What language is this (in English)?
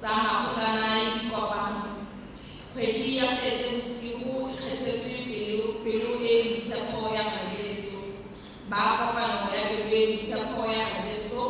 Tswana